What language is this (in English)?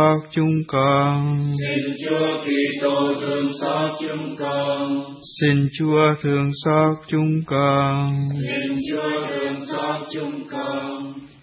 Vietnamese